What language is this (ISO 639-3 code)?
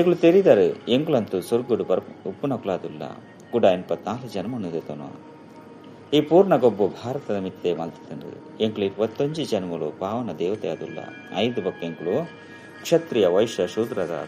tcy